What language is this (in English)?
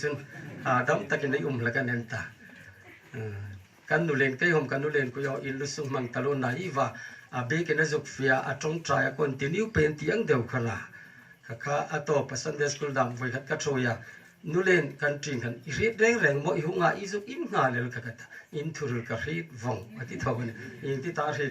Hmar